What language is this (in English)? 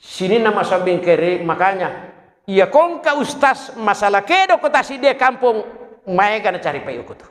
Buginese